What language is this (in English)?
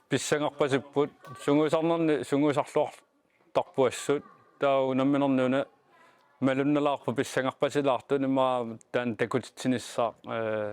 Kalaallisut